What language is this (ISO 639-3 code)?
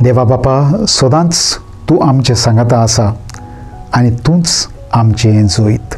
kok